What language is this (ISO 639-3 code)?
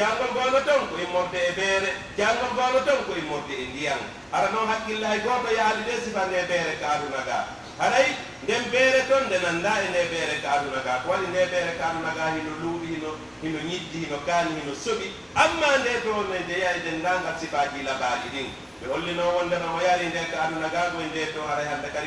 fuf